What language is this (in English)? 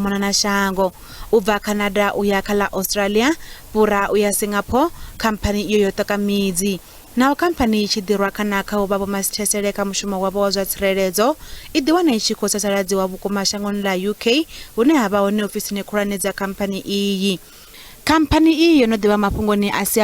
Venda